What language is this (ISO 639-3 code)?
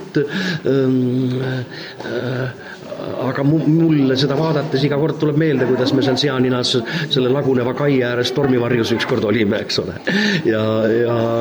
est